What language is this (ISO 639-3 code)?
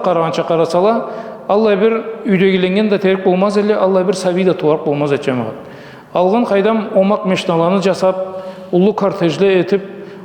krc